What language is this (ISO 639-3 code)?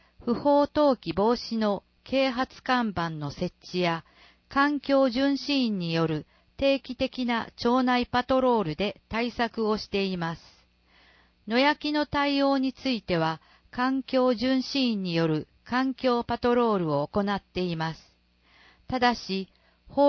jpn